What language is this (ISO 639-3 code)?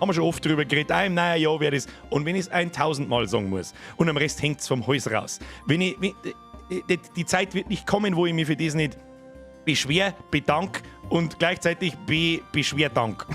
bar